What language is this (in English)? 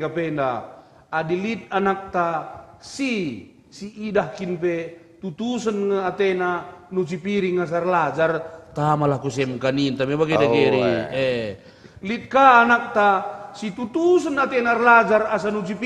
Batak Karo